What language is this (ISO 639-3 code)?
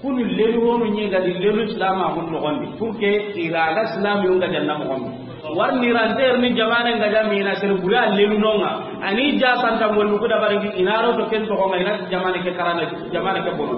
snk